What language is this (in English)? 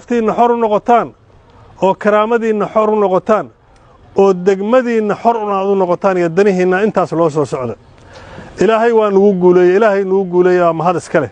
Somali